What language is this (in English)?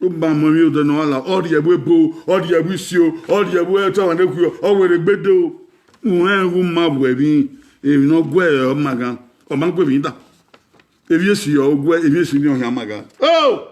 Bini